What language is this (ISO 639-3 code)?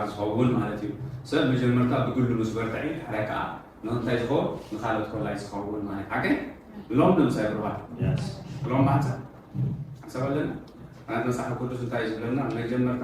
tir